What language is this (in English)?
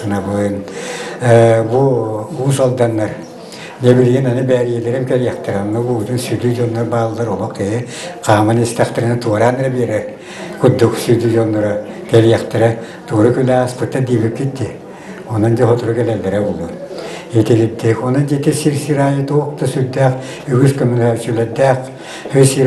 Yakut